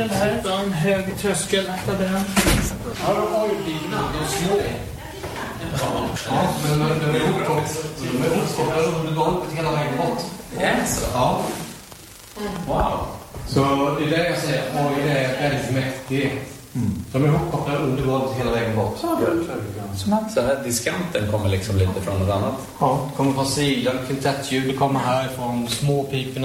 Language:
Swedish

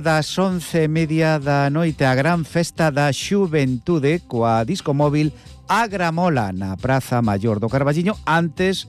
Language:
Galician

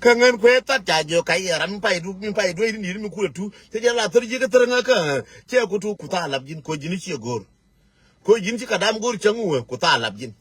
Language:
Nuer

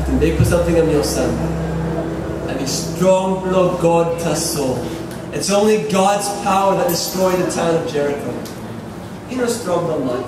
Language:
Tok Pisin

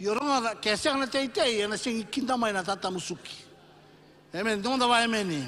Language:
Fijian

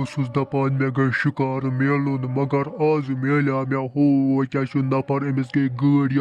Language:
Kashmiri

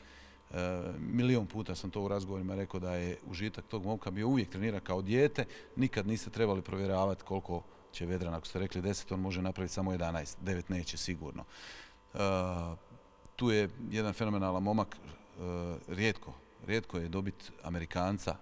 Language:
Croatian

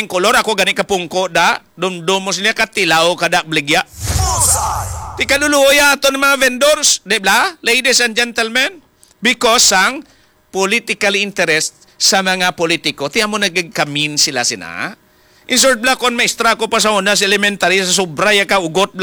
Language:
Hiligaynon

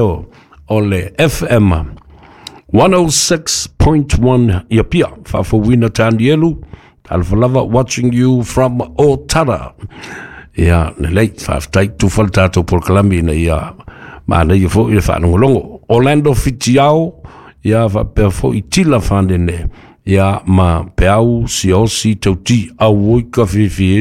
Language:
Samoan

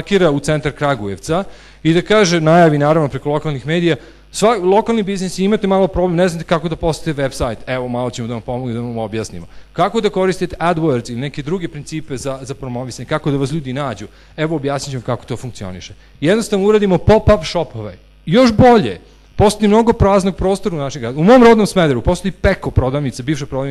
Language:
Serbian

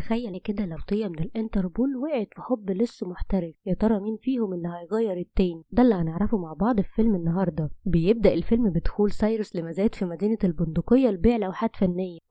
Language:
Egyptian Arabic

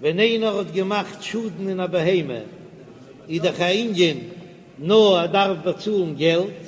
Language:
Yiddish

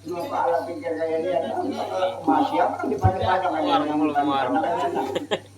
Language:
Banjar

